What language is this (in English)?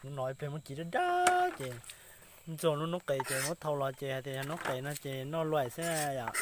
Hmong